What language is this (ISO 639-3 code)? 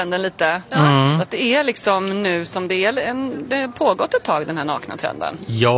swe